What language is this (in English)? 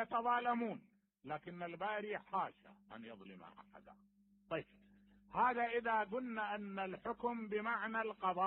Mesopotamian Arabic